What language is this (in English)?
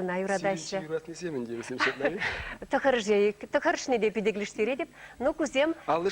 Chuvash